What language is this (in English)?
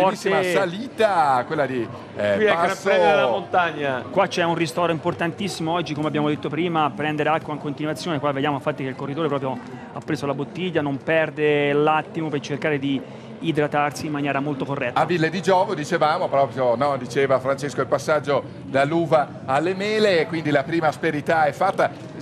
Italian